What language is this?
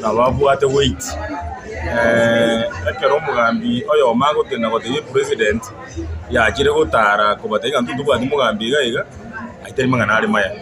Gusii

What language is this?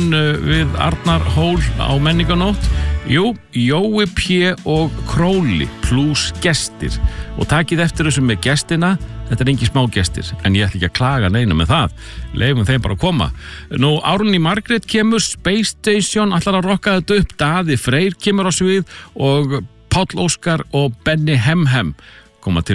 Icelandic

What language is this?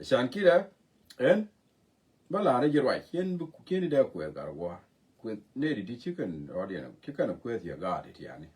Nuer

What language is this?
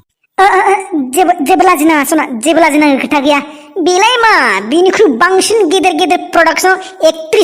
Bodo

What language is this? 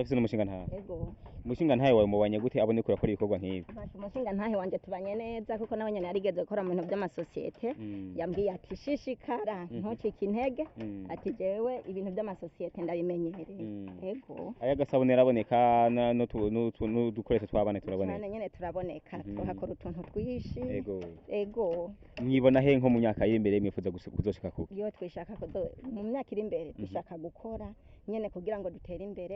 Rundi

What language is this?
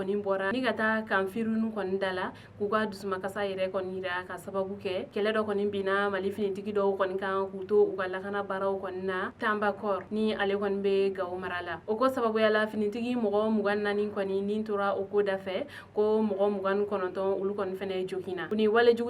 Bambara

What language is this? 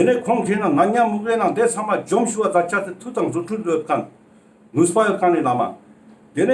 Ladakhi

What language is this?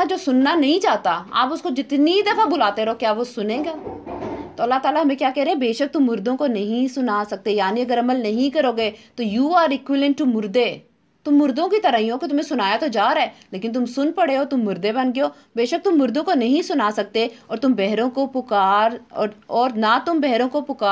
Urdu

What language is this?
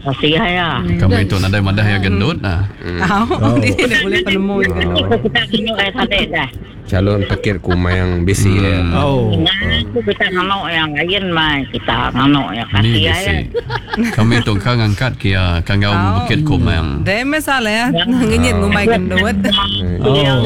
Iban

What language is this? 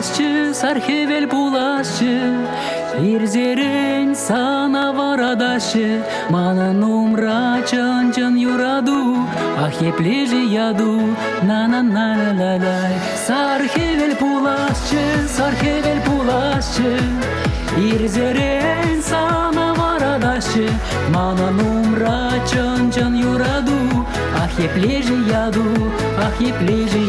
Chuvash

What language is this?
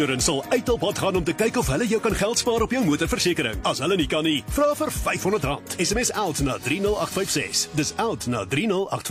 Afrikaans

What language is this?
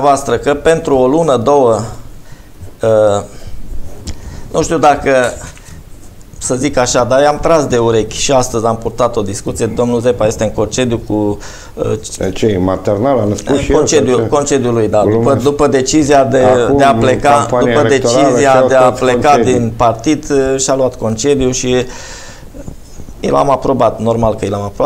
Romanian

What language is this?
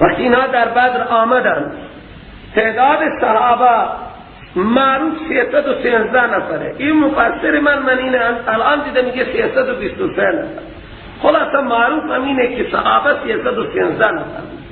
Persian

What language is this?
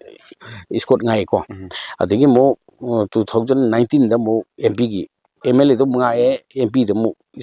Manipuri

